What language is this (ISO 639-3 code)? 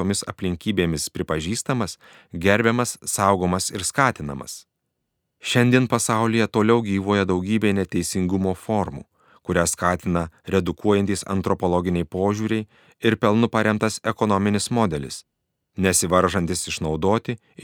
lit